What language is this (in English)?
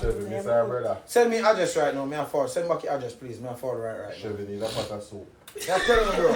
Jamaican Creole English